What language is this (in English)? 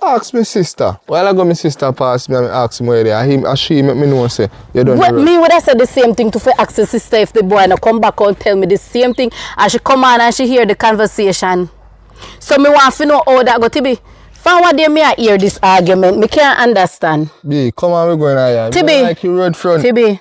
Jamaican Creole English